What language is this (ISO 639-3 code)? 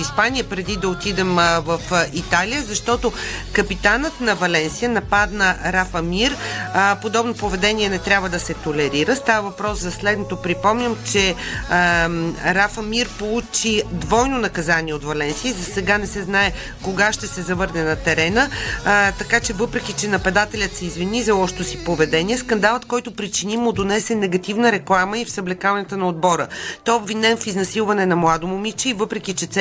bul